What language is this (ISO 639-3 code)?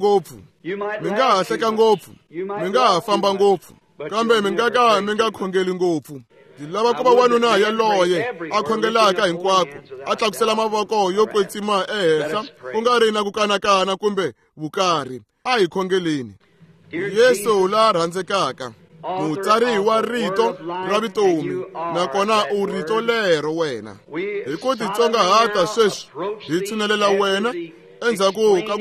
tso